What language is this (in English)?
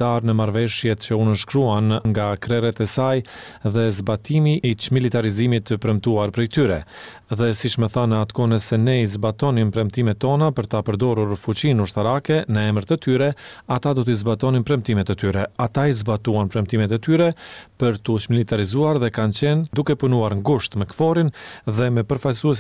Albanian